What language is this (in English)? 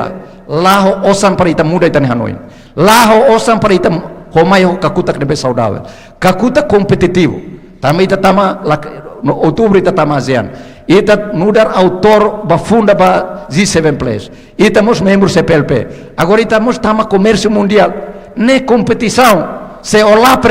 Tetum